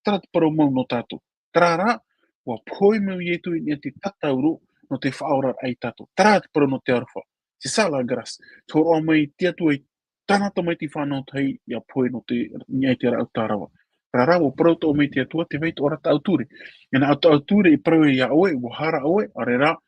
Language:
Tahitian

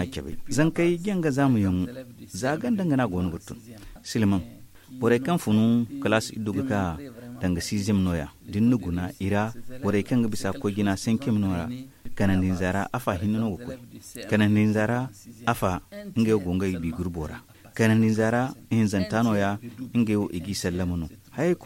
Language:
Zarma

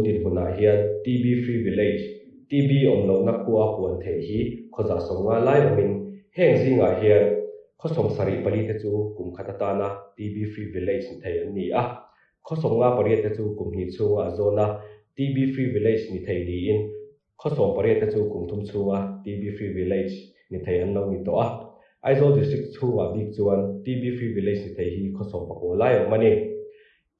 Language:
Mizo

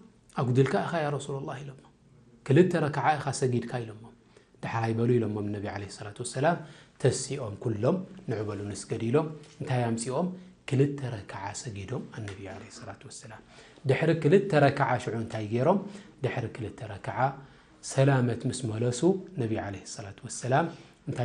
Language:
Tigrinya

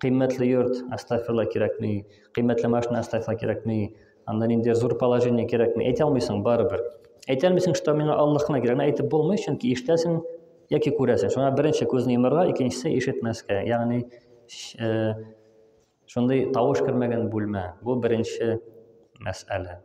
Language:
Tatar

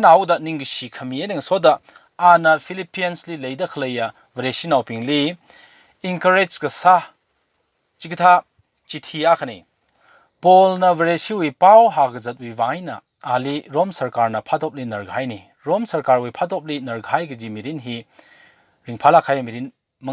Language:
Tangkhul Naga (India)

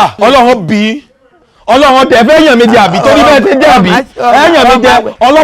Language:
Yoruba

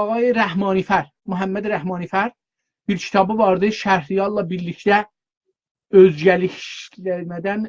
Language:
South Azerbaijani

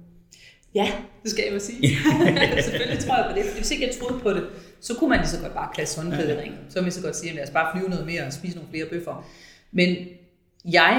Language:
Danish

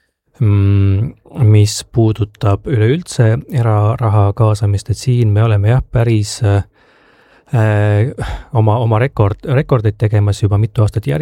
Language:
Estonian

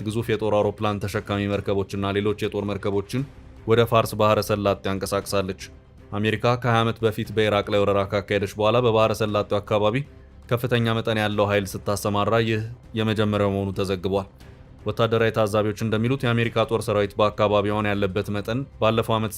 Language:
Amharic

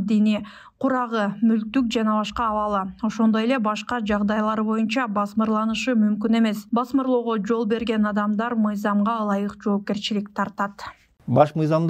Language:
Kyrgyz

